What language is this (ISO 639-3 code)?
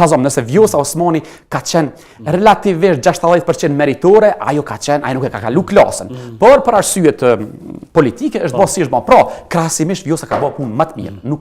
sqi